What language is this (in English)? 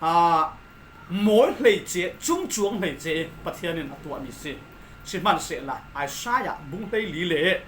Falam Chin